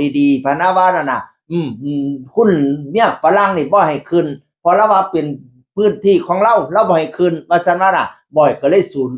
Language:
Northeastern Thai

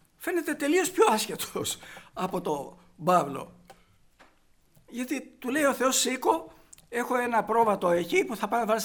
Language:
Greek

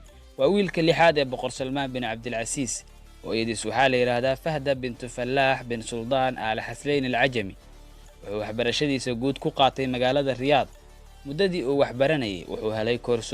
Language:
Somali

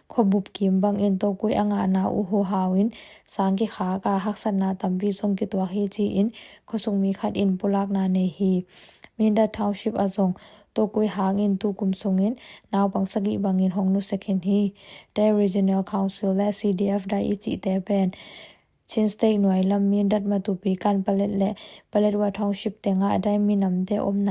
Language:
Tedim Chin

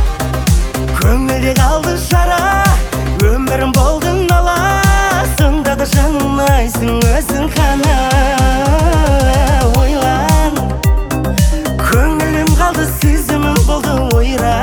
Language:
Kazakh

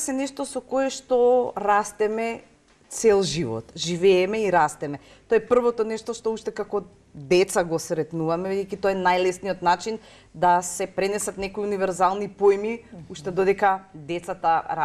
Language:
Macedonian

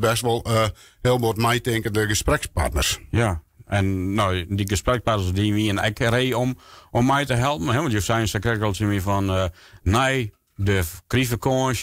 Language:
Western Frisian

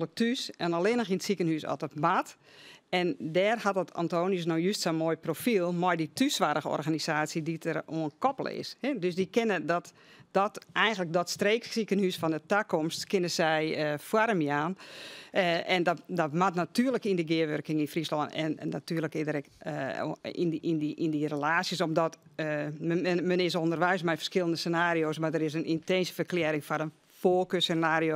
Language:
Western Frisian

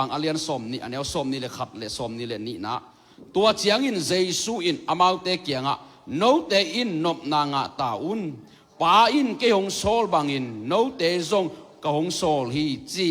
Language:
Tedim Chin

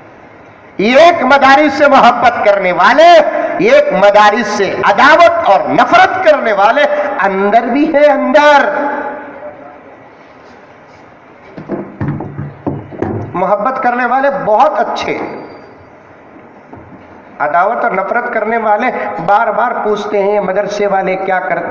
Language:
Urdu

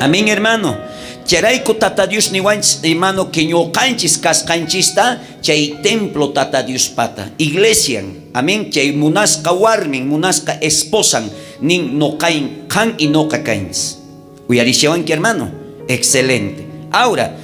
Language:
South Bolivian Quechua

